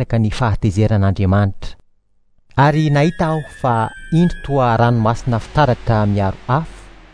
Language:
Malagasy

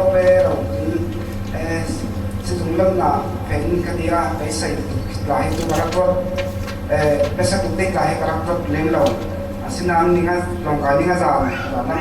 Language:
Falam Chin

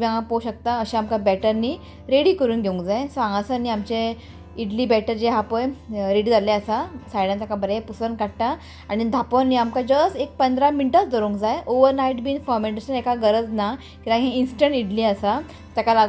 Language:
Konkani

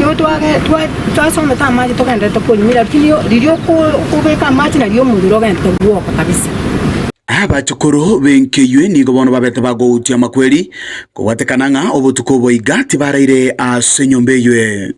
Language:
Gusii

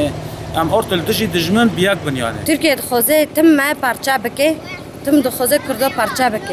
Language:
Kurdish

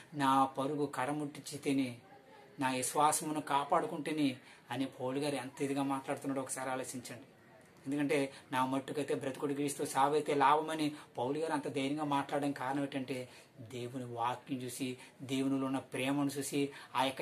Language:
Telugu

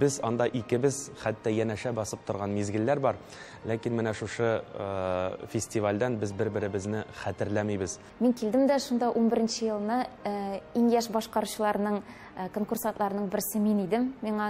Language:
Tatar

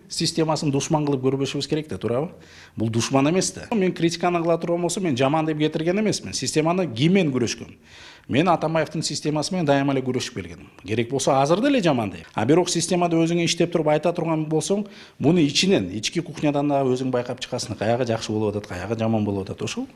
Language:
Kyrgyz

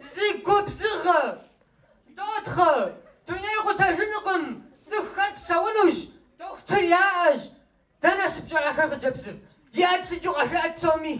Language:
Kabardian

